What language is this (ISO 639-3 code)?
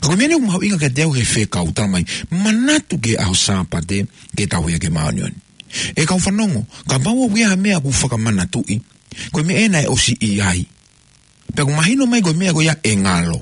ton